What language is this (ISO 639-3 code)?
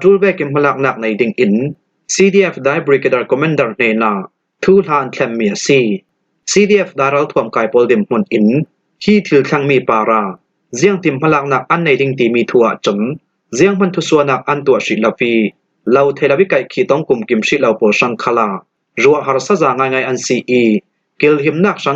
cfm